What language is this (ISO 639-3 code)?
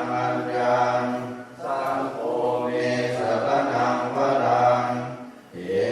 pli